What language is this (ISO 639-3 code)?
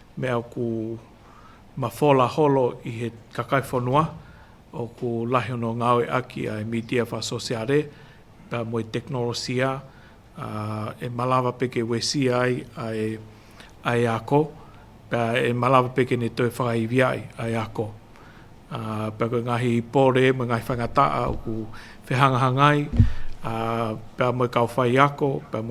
ton